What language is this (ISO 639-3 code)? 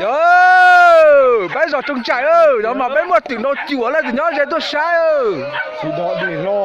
hmn